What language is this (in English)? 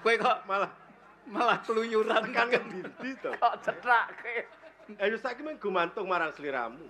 Javanese